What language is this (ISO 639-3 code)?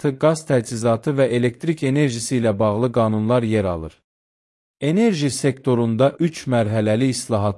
aze